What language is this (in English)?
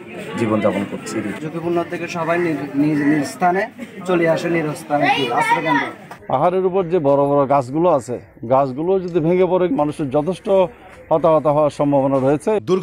Bangla